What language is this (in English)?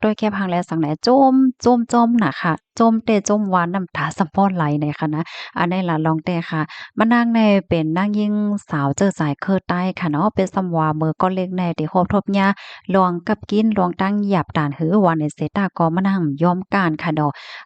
Shan